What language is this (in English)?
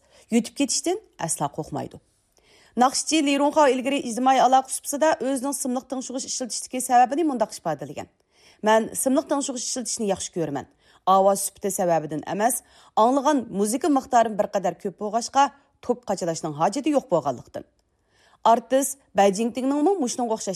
Uyghur